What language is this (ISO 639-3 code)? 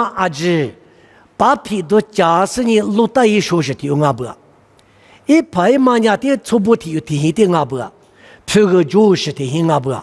lis